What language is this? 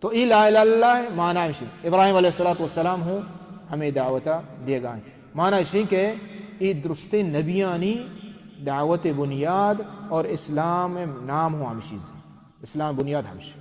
Baluchi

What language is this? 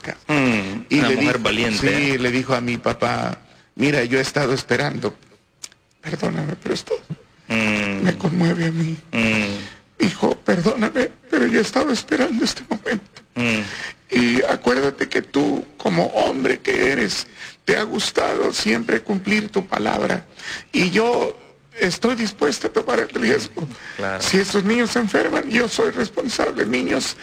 Spanish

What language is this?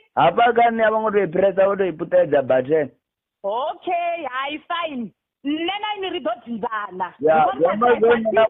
Venda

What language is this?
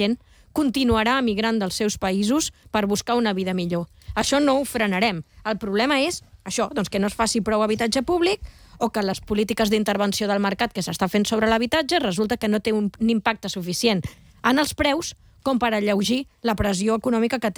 Catalan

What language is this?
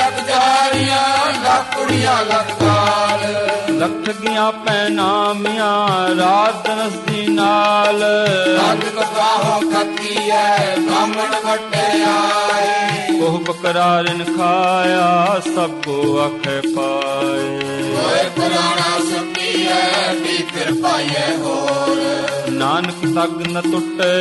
Punjabi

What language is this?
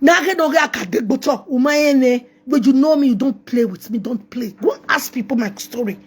Nigerian Pidgin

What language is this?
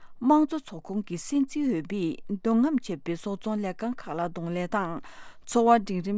Tibetan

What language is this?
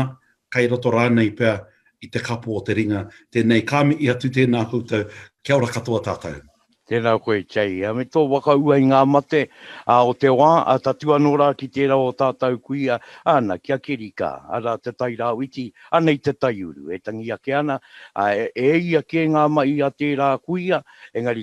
Māori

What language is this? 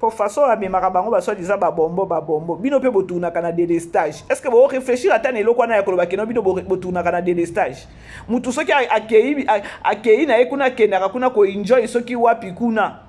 Lingala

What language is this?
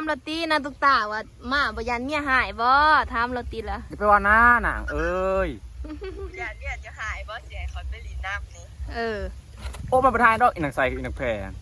Lao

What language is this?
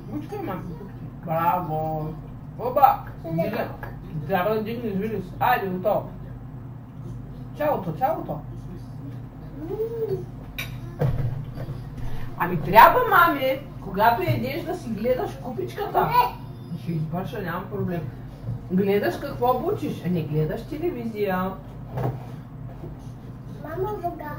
Bulgarian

